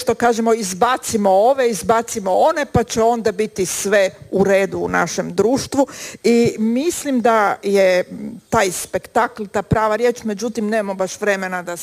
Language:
Croatian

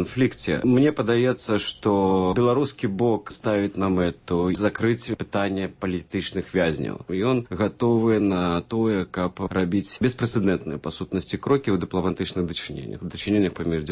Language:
Belarusian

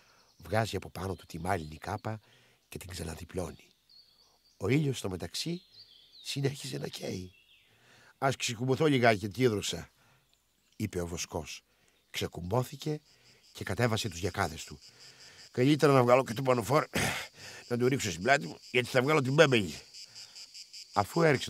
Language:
Greek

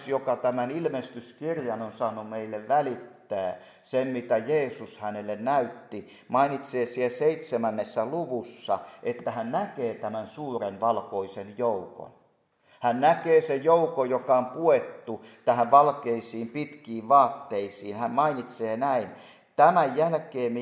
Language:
Finnish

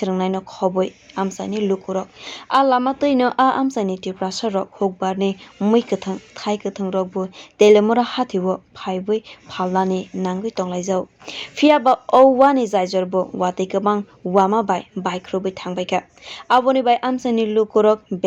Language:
Kok Borok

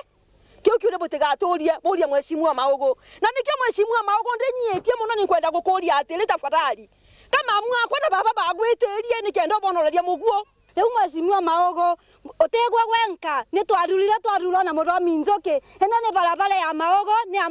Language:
Meru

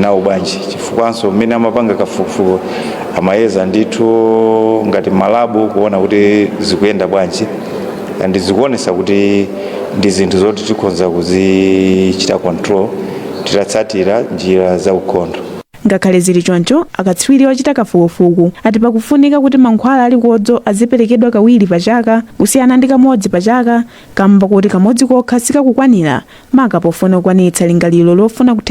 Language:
Nyanja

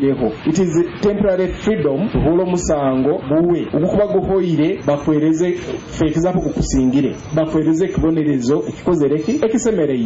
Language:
Nyoro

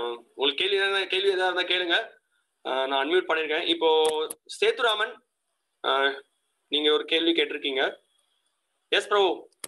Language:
Tamil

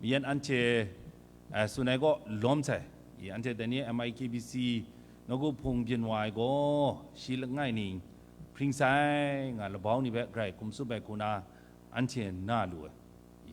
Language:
Kachin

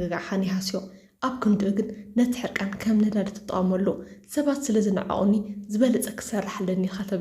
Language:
Tigrinya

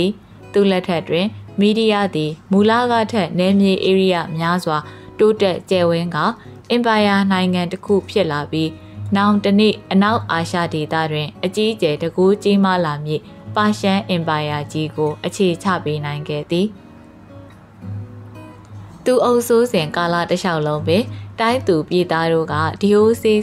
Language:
Burmese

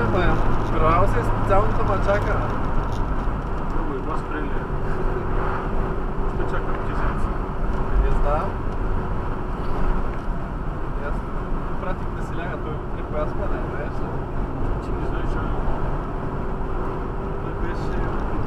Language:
Bulgarian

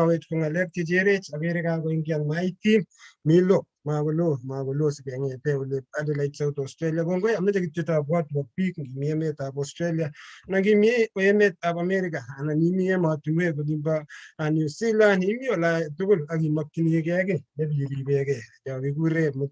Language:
Kalenjin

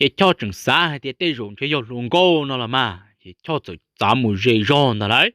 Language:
Hmong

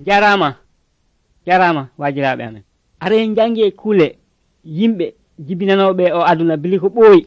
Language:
Nigerian Fulfulde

